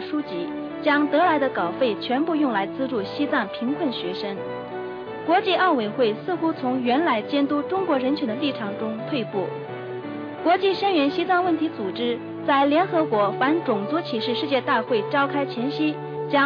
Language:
Chinese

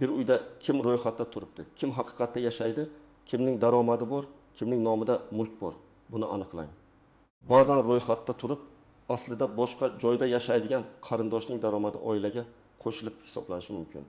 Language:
Uzbek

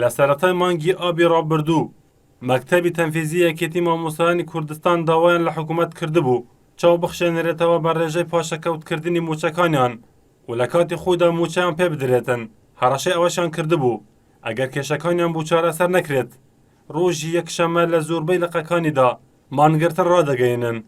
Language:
Central Kurdish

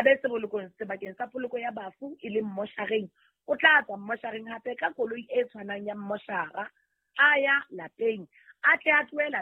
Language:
Southern Sotho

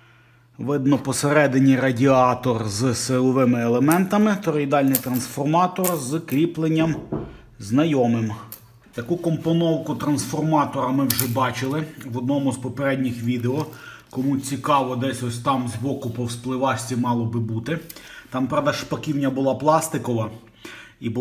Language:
Ukrainian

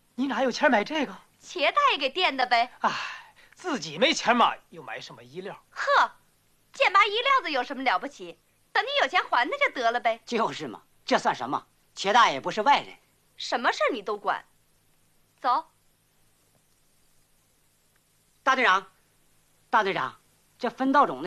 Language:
Chinese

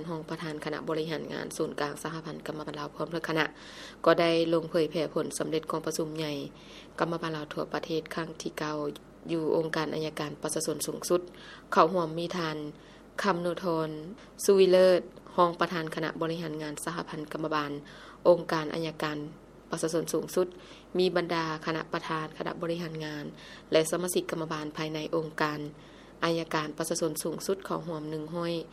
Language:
Lao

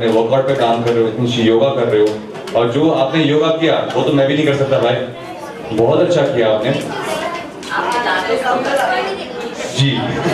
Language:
Hindi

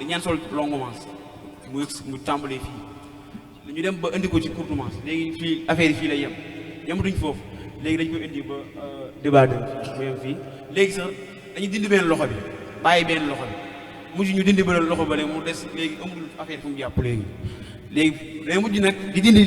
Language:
Wolof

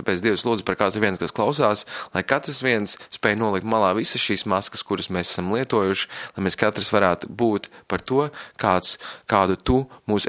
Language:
Latvian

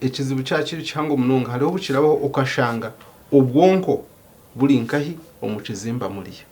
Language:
Nyankole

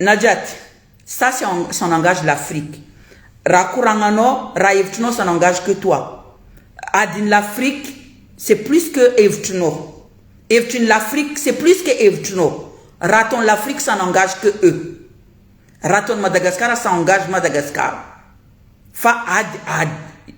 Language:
Malagasy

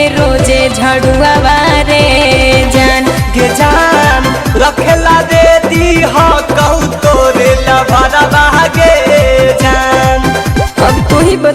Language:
Magahi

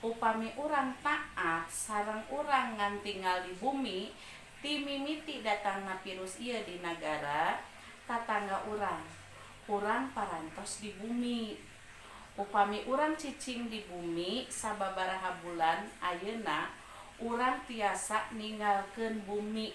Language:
Sundanese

